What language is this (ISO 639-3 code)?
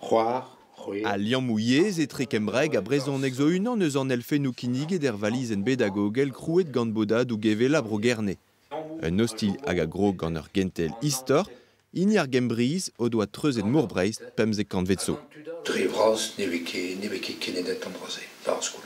bre